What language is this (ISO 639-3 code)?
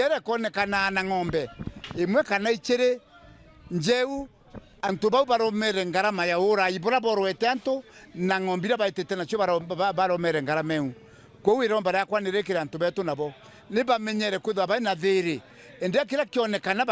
mer